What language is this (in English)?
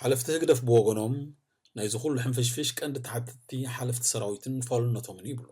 Tigrinya